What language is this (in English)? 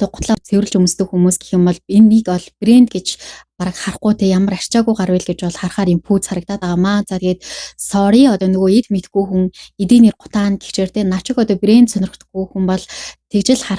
Mongolian